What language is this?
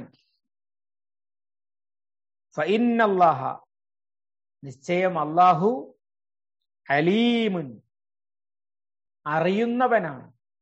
Malayalam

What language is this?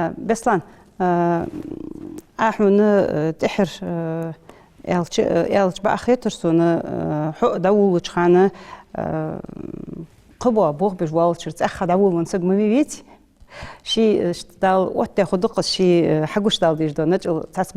Ingush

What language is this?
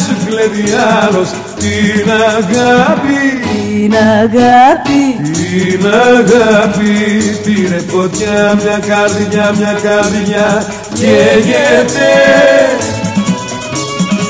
Greek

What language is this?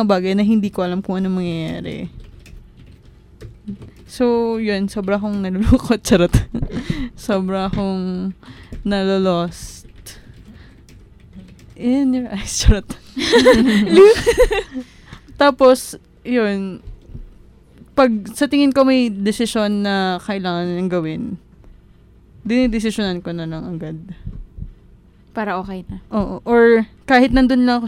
Filipino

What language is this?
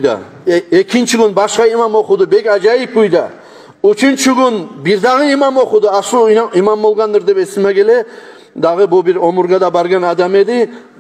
Kumyk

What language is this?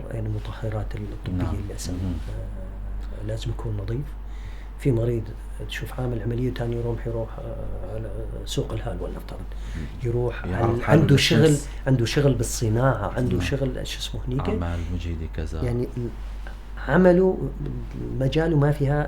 North Levantine Arabic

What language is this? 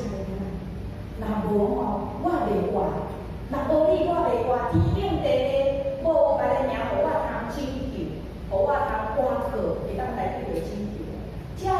Min Nan Chinese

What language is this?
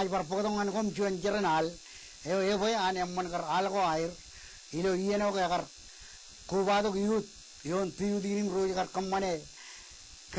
Marshallese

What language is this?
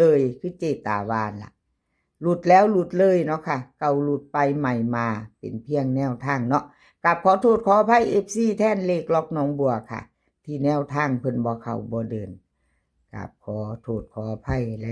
Northeastern Thai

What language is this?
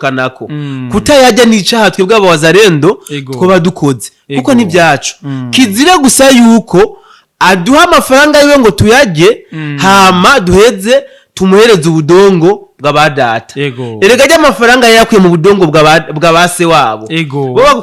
Rundi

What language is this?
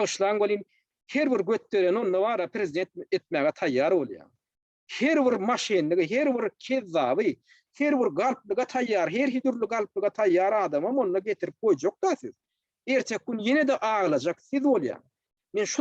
Turkmen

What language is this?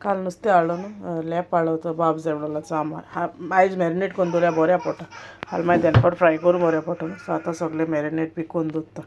Konkani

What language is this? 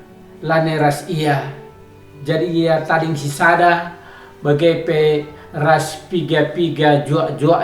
Batak Karo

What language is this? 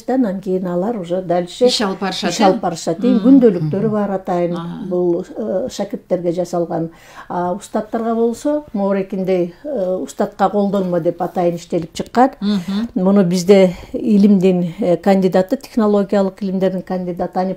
Kyrgyz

